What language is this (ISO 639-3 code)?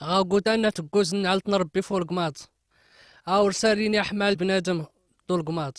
kab